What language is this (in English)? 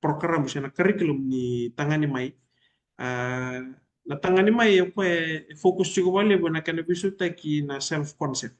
Fijian